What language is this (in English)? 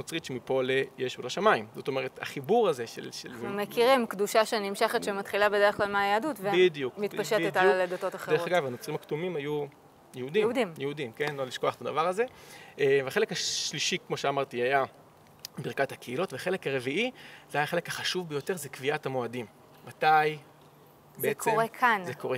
Hebrew